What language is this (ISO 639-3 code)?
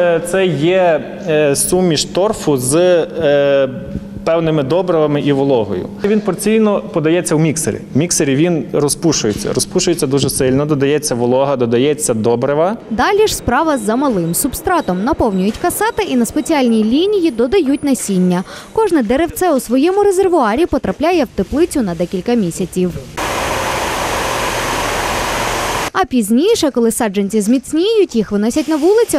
ukr